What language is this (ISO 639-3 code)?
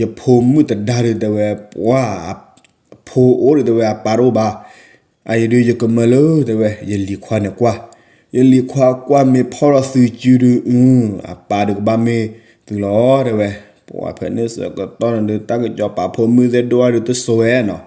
ksw